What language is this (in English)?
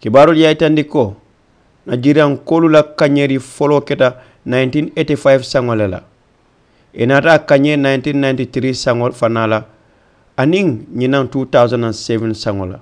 Mandingo